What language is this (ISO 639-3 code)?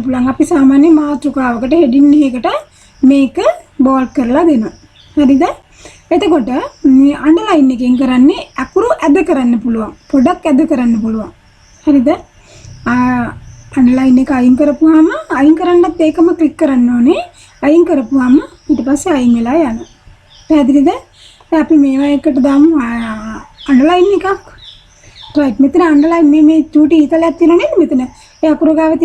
sin